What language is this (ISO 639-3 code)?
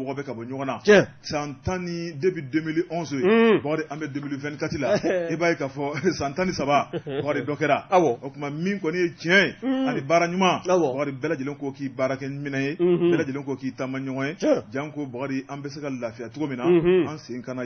bam